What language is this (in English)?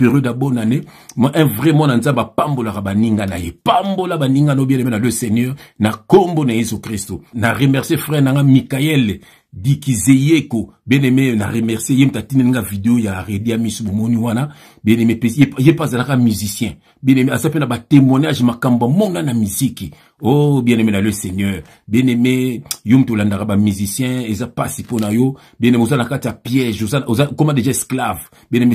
Lingala